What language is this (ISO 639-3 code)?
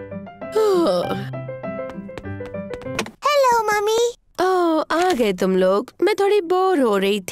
hin